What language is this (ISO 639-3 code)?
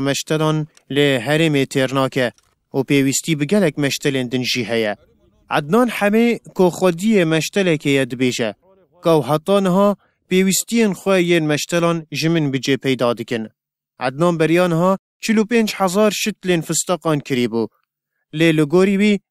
kur